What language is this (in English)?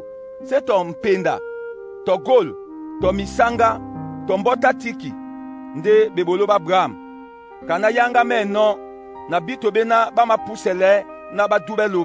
Duala